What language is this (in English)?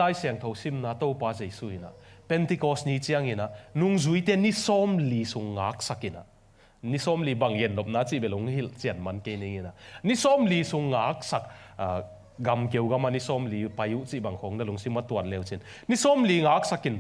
Tedim Chin